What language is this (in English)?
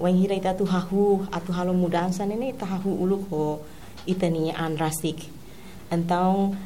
Tetum